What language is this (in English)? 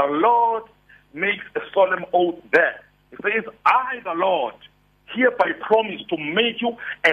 English